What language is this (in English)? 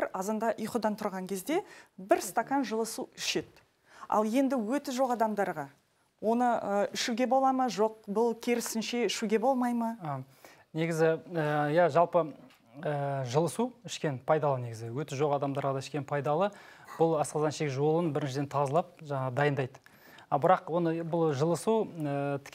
Kazakh